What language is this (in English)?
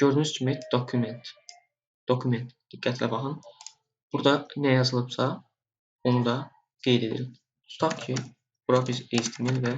Azerbaijani